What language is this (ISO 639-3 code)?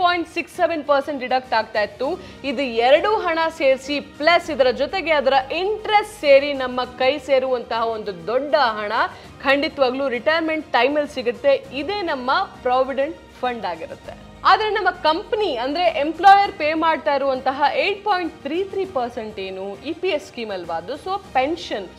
kan